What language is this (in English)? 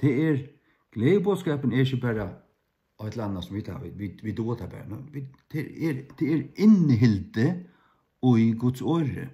Faroese